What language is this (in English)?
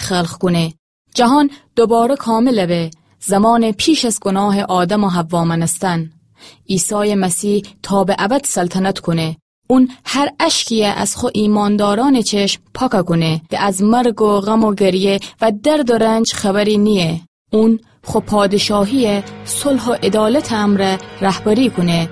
Gilaki